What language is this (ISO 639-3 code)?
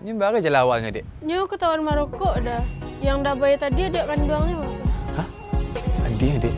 min